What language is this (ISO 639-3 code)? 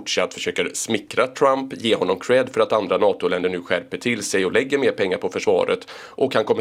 swe